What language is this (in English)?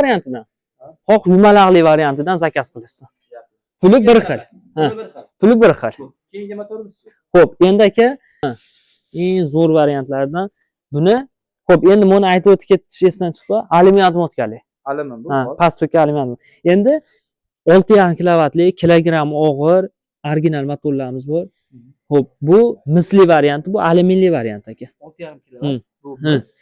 Uzbek